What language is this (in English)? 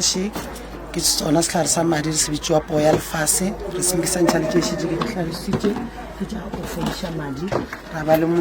Northern Sotho